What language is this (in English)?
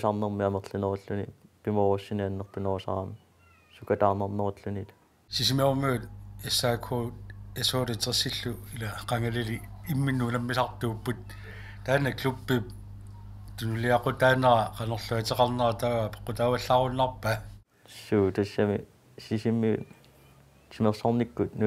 Kalaallisut